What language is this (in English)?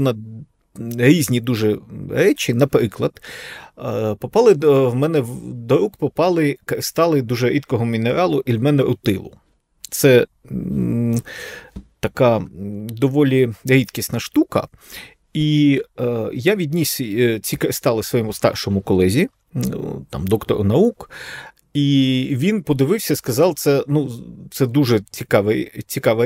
Ukrainian